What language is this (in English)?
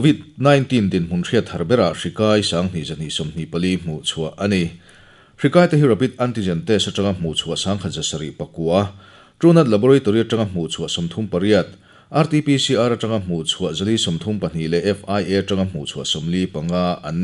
Mizo